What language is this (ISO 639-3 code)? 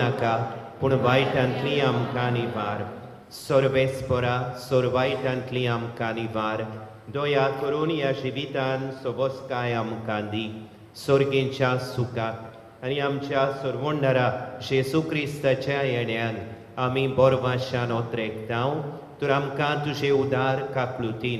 kok